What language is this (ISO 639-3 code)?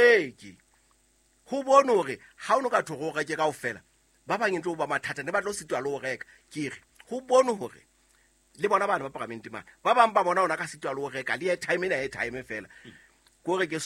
sot